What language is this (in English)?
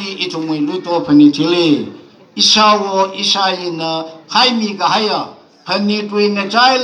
Tangkhul Naga (India)